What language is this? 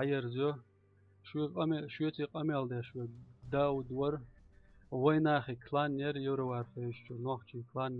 Chechen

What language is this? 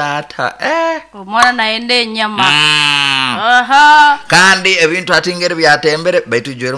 Nyoro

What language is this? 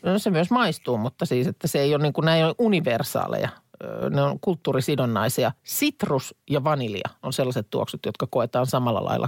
Finnish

